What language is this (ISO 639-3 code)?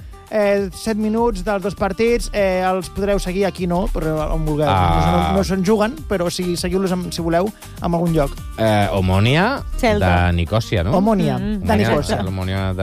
cat